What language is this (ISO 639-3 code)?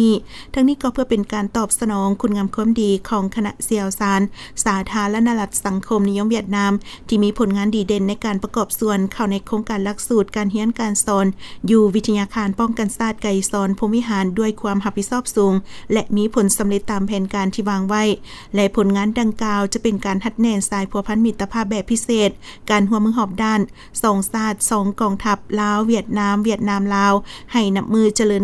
lao